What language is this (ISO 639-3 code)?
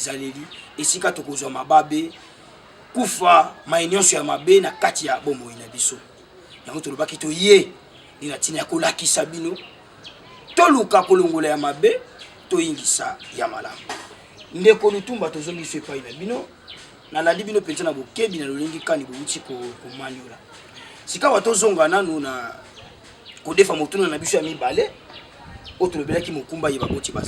lin